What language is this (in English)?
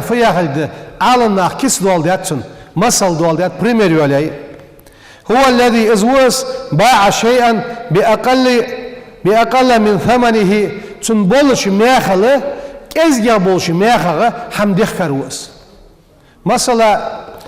Ingush